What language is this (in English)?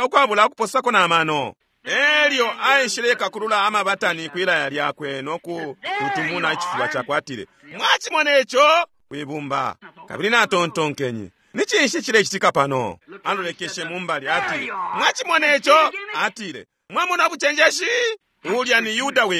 Bemba